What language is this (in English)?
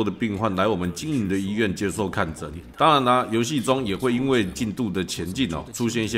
Chinese